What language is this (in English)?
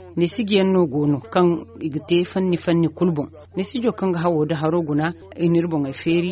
Zarma